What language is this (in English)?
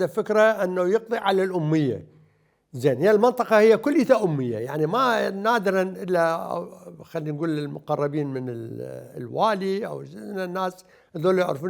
Mesopotamian Arabic